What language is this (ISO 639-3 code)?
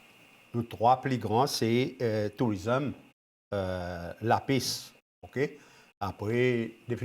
crs